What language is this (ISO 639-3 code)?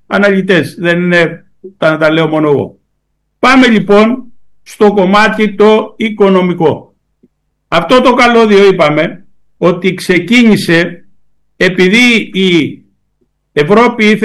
ell